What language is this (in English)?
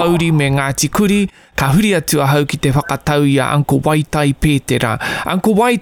Māori